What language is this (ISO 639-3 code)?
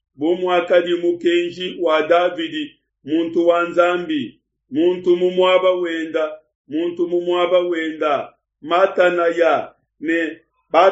lua